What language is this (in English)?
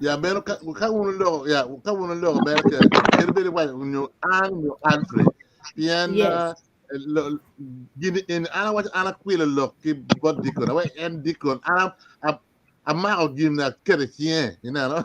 Acoli